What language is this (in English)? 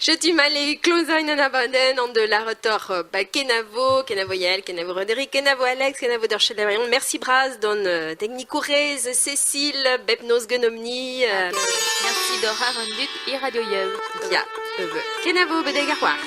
Breton